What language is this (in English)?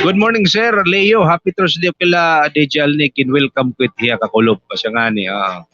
Waray